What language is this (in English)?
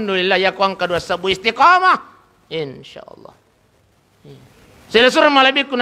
Buginese